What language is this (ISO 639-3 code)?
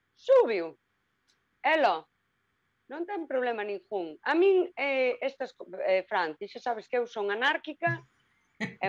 glg